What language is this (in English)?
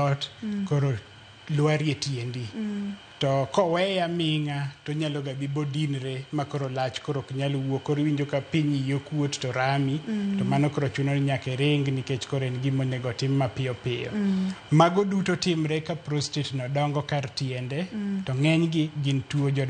Luo (Kenya and Tanzania)